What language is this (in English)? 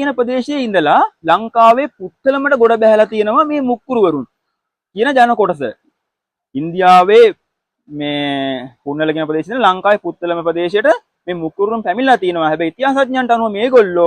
Sinhala